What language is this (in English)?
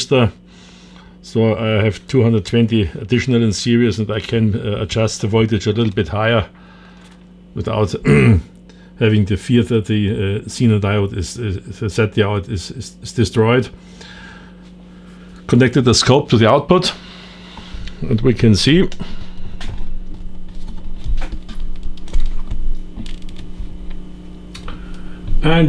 English